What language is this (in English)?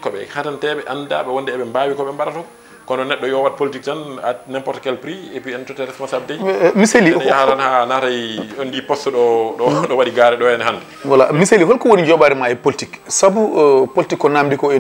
Fula